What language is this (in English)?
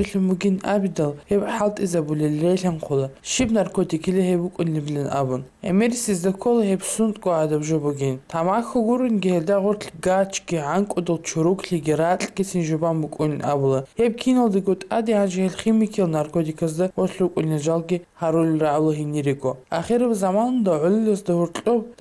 Avaric